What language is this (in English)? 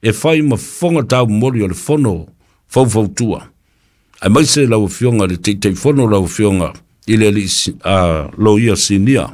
Samoan